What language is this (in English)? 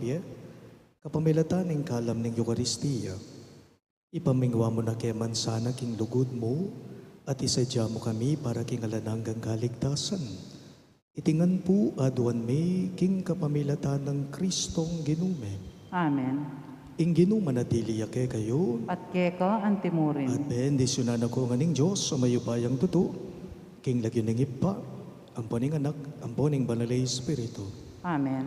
Pampanga